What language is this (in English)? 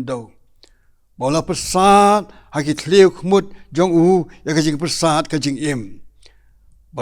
Khasi